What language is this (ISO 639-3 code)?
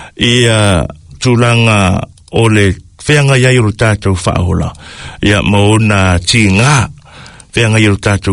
smo